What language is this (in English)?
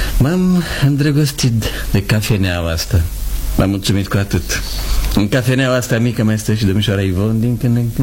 Romanian